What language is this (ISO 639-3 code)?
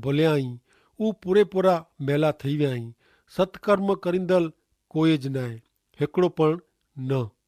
kfr